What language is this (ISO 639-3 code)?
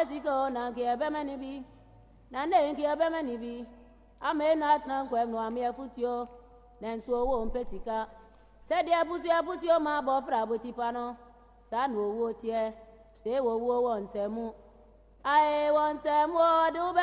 aka